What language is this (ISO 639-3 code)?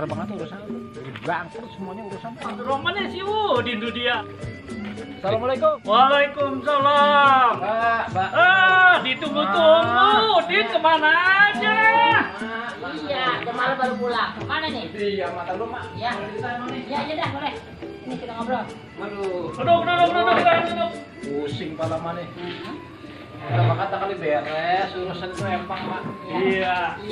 bew